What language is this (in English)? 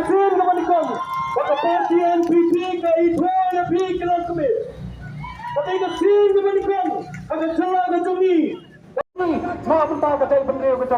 Khasi